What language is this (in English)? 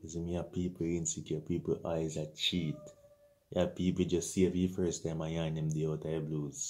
Jamaican Creole English